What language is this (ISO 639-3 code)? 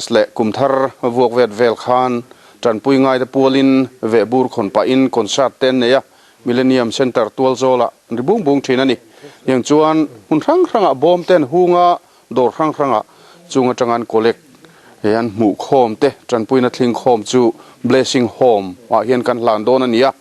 lus